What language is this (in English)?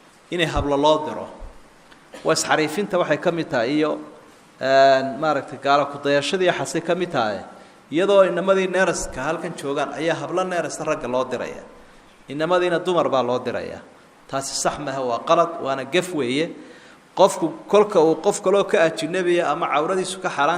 Somali